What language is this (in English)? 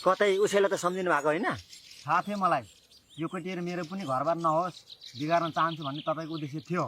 Nepali